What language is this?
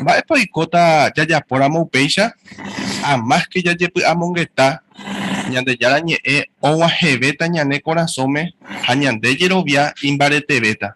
Guarani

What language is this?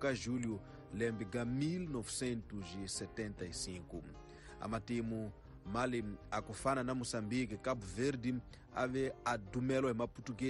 Tsonga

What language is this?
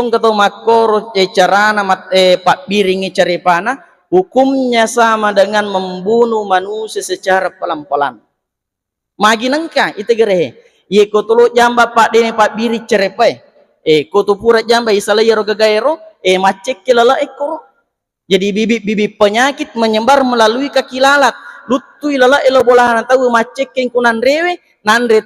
Buginese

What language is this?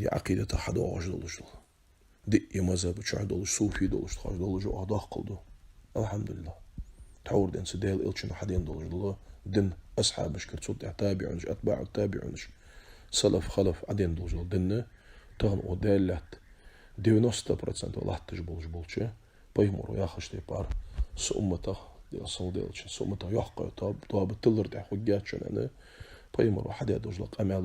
Ingush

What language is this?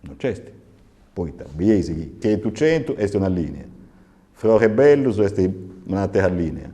Sardinian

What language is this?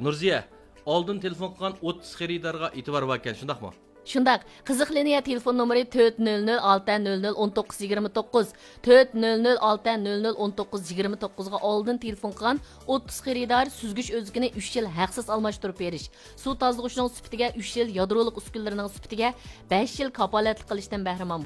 Uyghur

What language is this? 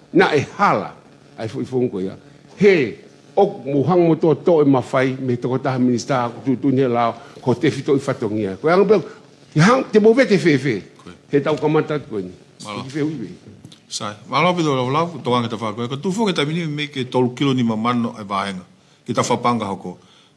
Tongan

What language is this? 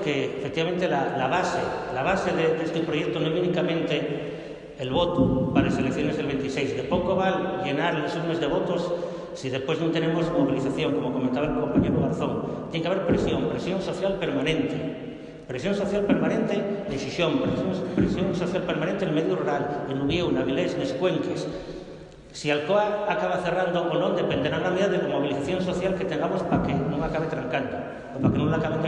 Asturian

